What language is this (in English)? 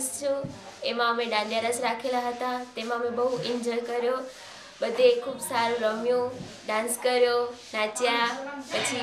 Gujarati